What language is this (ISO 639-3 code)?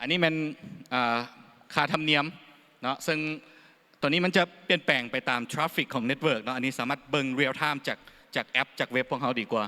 lao